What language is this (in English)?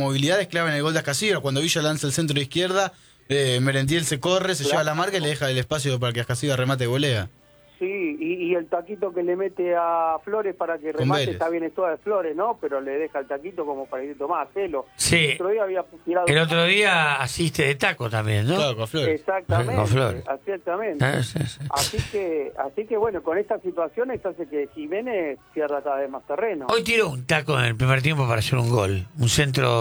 Spanish